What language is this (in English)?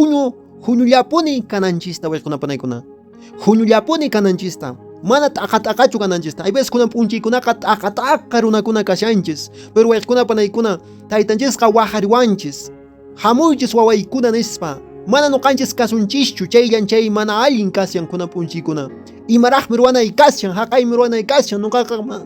Quechua